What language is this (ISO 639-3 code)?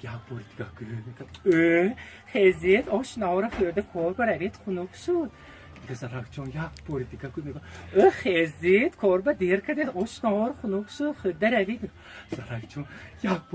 tgk